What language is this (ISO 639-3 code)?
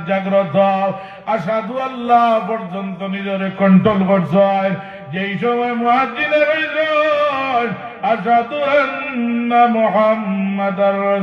syl